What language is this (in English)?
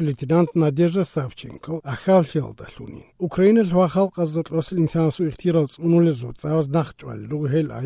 Avaric